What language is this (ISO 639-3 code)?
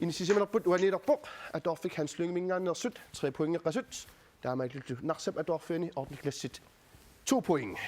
kal